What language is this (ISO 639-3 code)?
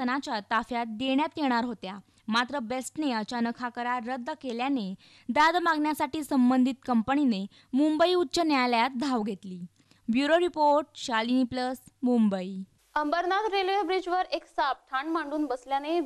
mar